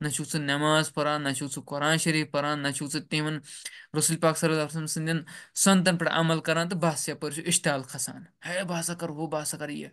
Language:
Kashmiri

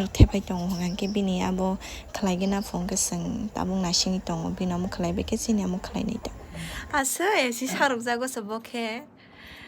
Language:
Kok Borok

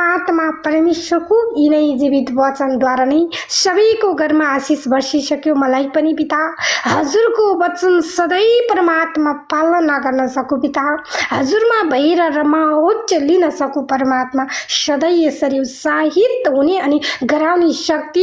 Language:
Nepali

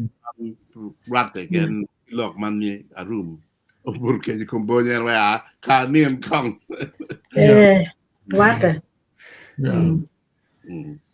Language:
Acoli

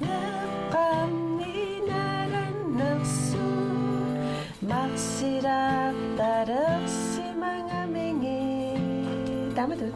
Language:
Kalaallisut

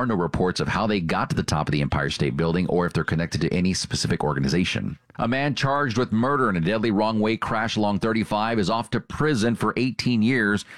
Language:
English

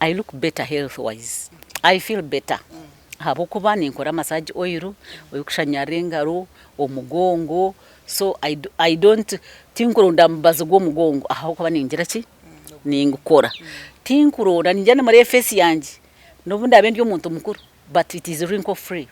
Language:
Nyankole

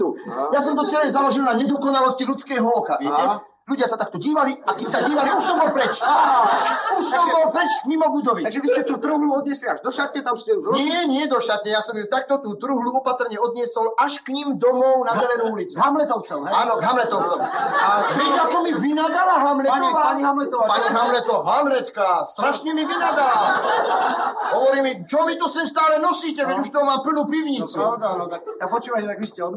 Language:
Slovak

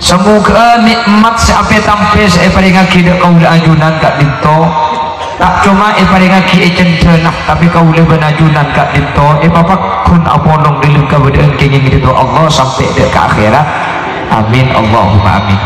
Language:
Madurese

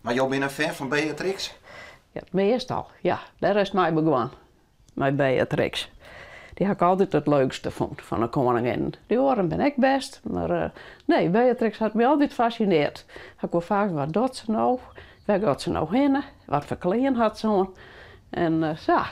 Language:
Western Frisian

